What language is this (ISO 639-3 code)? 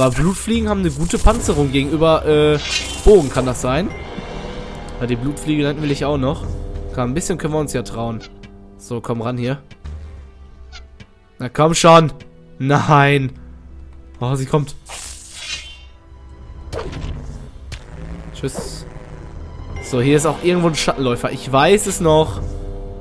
deu